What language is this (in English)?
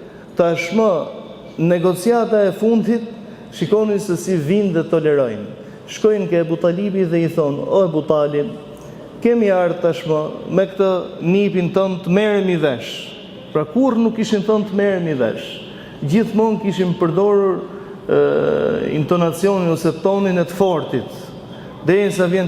Albanian